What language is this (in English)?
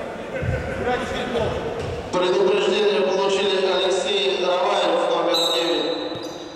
Russian